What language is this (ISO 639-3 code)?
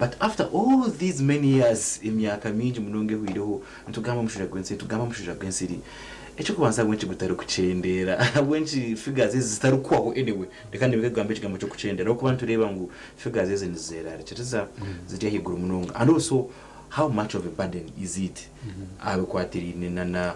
nyn